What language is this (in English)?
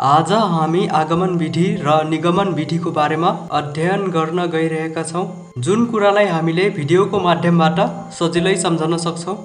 Nepali